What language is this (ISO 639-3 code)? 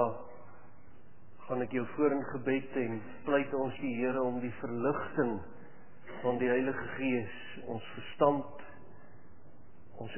afr